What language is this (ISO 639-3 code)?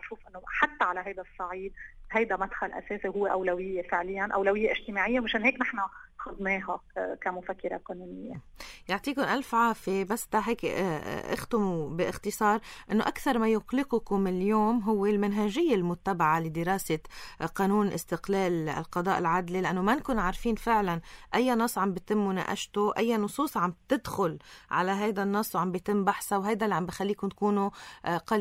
apc